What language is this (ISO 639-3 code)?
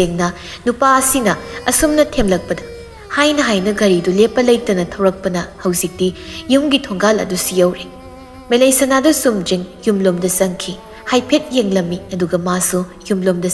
mni